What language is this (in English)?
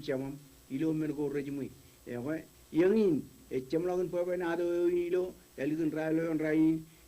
Marshallese